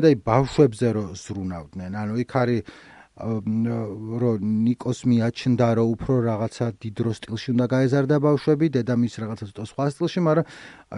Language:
Georgian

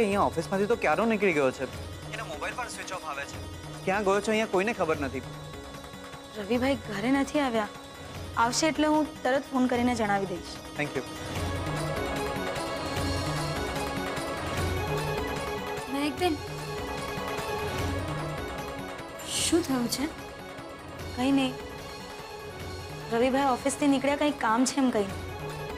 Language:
Gujarati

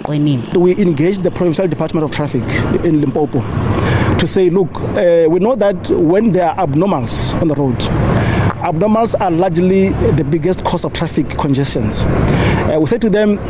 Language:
Zulu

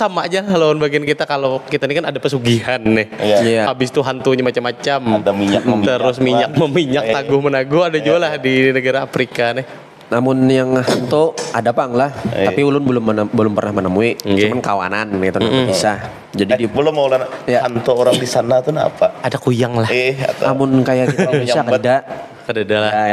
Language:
Banjar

